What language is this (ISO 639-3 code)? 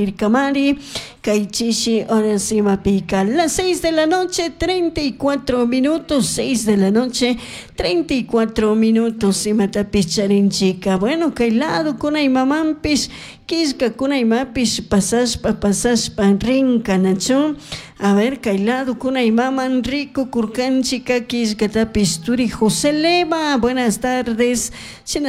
qug